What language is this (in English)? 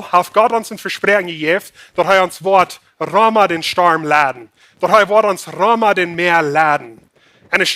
Plautdietsch